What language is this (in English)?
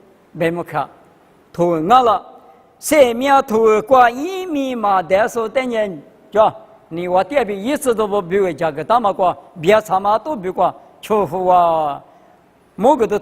Lisu